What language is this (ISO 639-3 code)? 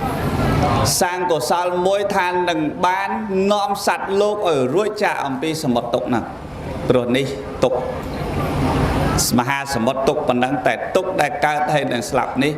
khm